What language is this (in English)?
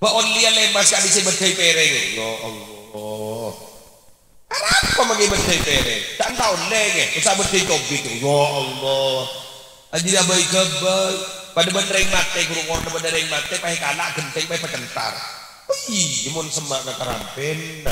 Madurese